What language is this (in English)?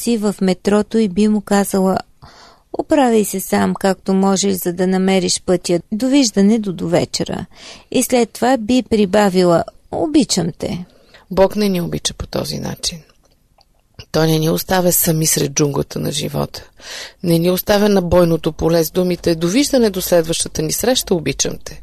Bulgarian